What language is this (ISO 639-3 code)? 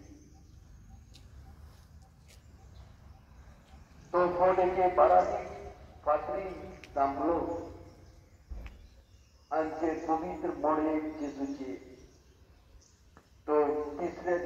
kok